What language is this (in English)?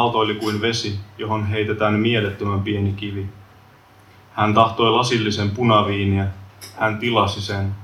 Finnish